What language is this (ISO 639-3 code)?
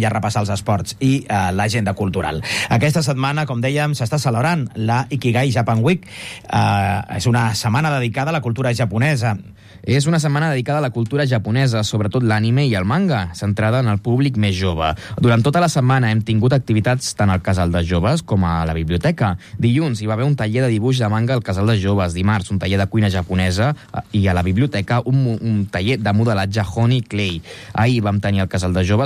cat